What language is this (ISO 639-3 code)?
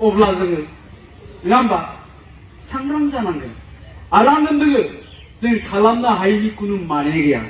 brx